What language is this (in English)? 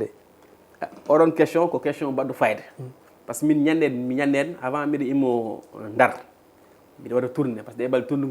Fula